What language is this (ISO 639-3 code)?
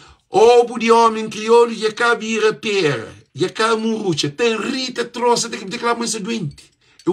kea